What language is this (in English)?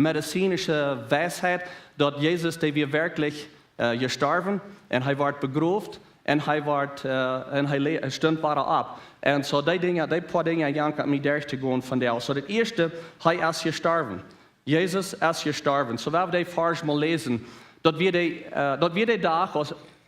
Plautdietsch